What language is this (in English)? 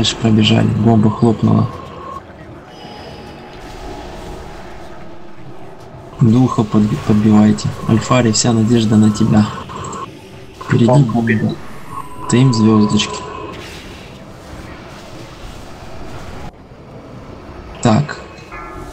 Russian